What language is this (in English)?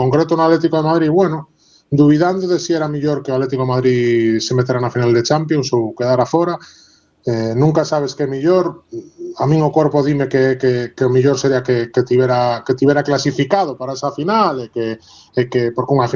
Galician